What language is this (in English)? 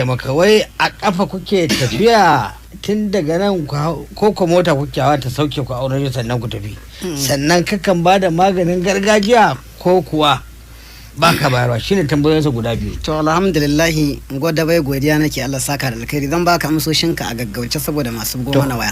Hausa